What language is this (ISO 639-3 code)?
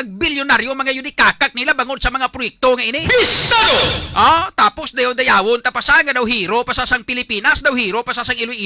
hil